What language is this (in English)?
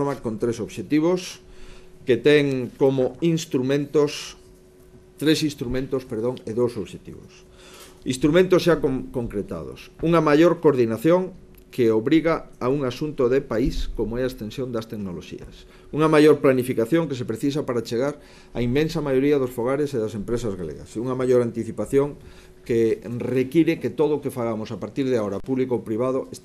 Galician